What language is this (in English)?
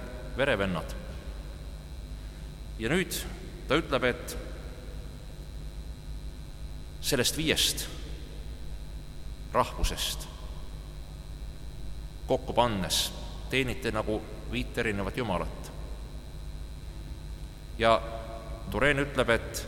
Estonian